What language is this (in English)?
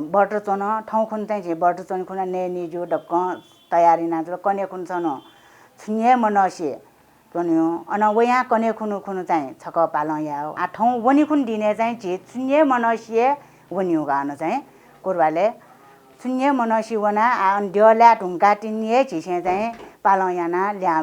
Newari